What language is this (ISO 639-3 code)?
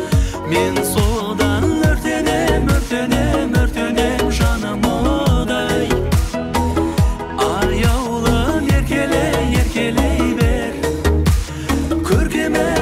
kaz